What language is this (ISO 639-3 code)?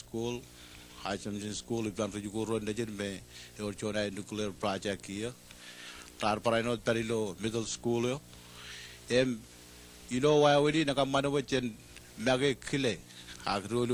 mah